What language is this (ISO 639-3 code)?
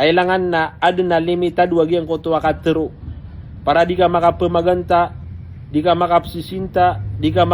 mrw